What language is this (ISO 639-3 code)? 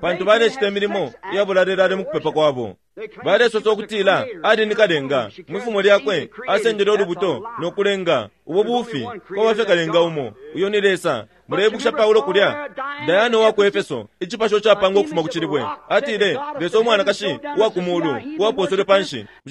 bem